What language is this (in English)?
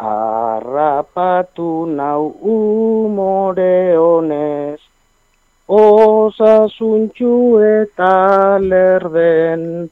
Basque